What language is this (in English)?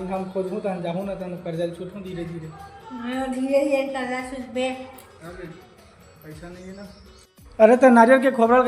Chhattisgarhi